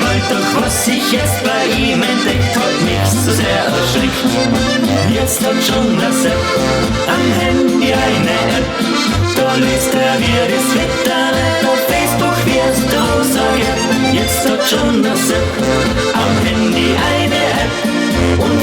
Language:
Bavarian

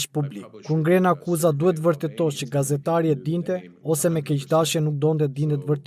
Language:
Albanian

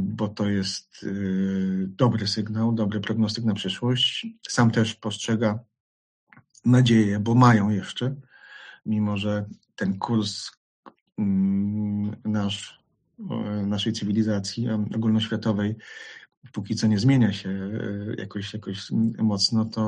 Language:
Polish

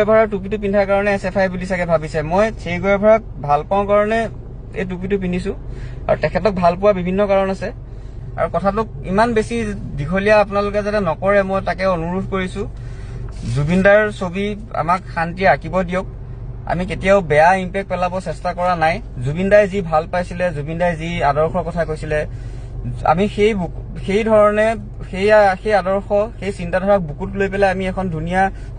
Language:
Assamese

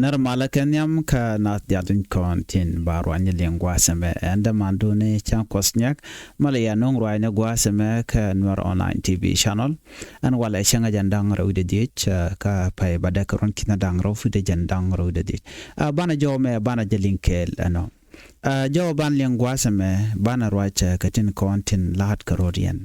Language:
Nuer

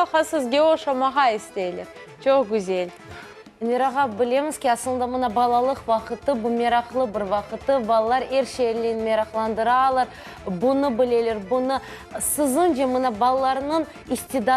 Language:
Crimean Tatar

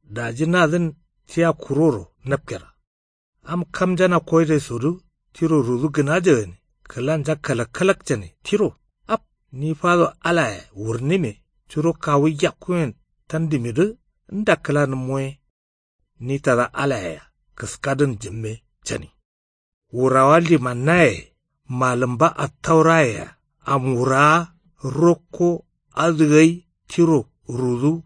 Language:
Kanuri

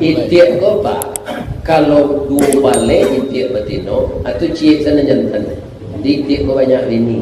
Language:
Minangkabau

